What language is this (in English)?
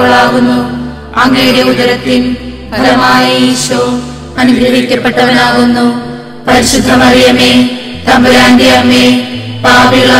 Malayalam